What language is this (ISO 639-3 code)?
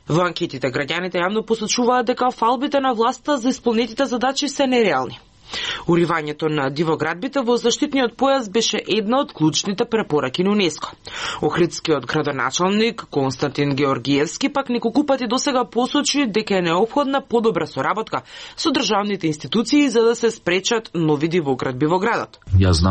mkd